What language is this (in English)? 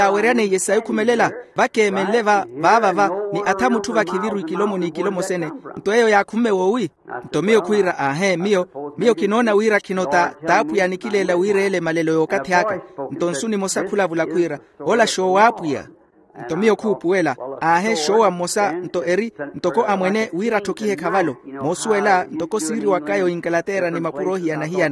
Makhuwa